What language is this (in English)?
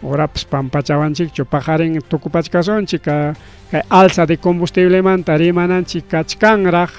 Ayacucho Quechua